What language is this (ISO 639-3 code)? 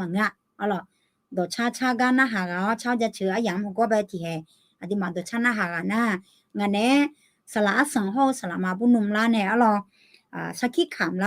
ahk